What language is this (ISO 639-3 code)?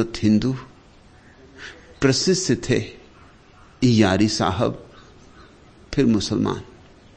hin